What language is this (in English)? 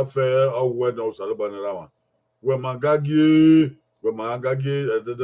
Bini